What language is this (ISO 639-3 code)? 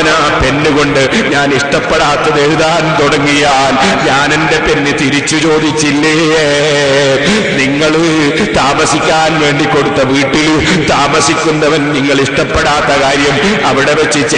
mal